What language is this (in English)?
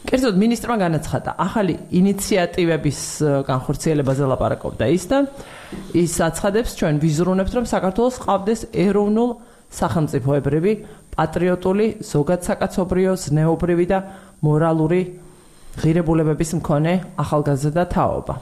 Georgian